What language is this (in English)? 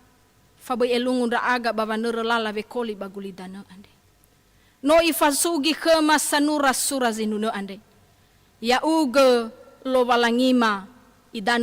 Nias